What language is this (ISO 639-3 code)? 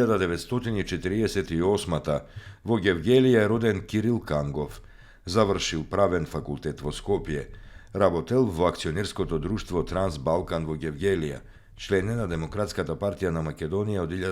mkd